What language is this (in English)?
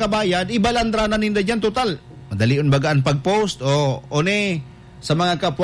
Bikol